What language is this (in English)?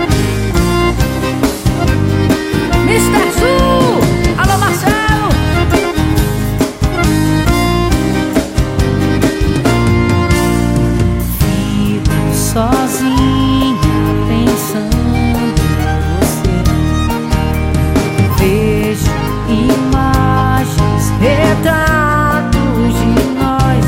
Portuguese